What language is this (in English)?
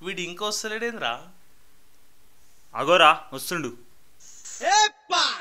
Telugu